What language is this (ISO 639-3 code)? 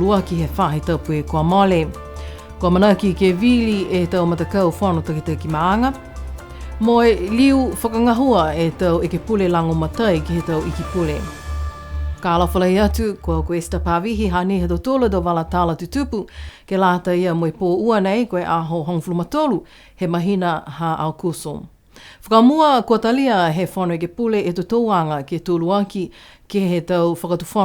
niu